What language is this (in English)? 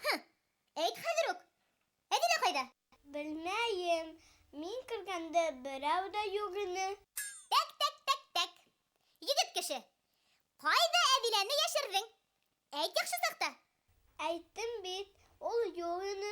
Bashkir